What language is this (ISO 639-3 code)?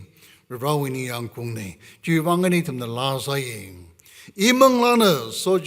nmf